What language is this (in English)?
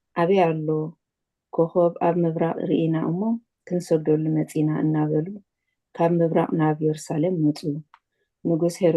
Tigrinya